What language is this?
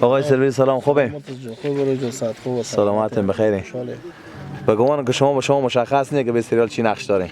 Hazaragi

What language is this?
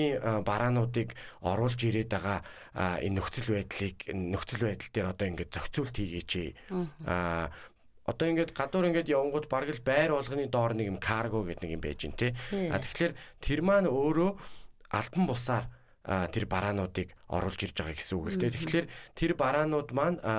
Mongolian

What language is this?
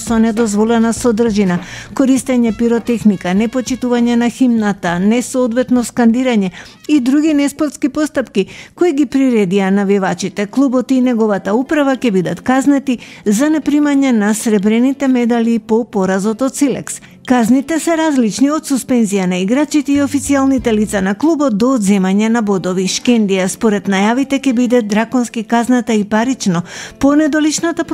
Macedonian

